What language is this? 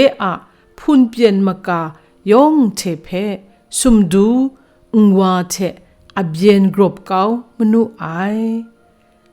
Kachin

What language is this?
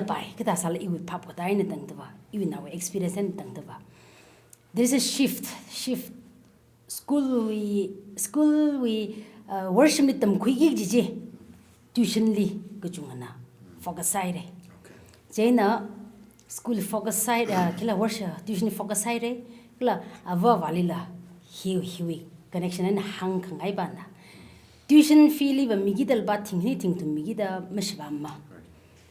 Tangkhul Naga (India)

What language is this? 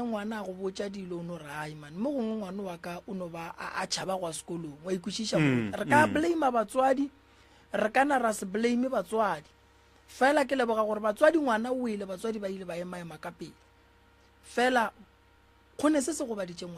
Northern Sotho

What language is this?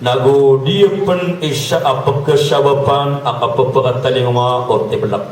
Maranao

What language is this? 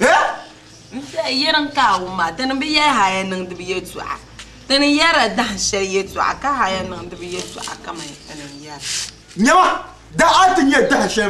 Dagbani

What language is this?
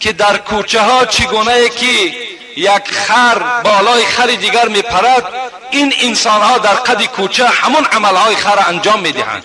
Tajik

